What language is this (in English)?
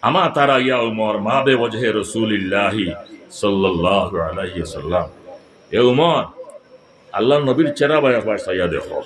Sylheti